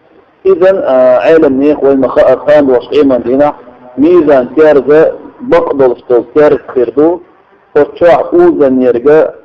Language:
Chechen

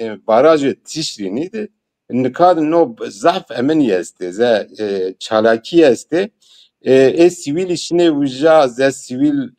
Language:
Zaza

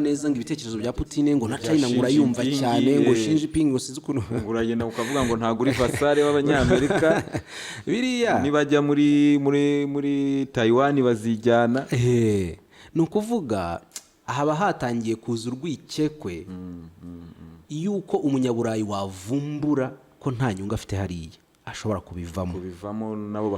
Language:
Kinyarwanda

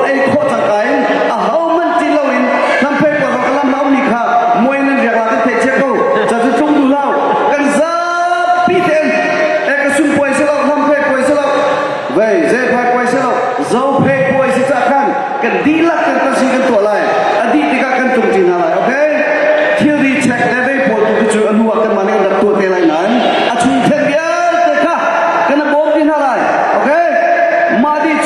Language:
Hakha Chin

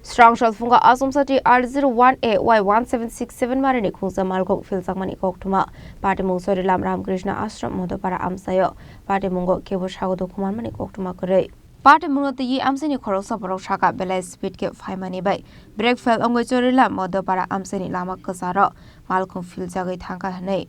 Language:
Kok Borok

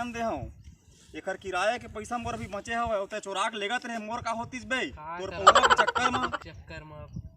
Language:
Chhattisgarhi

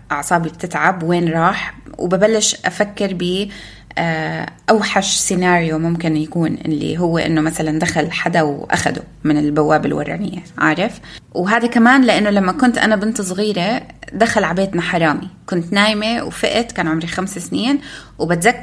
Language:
North Levantine Arabic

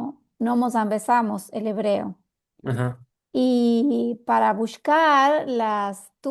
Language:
Ladino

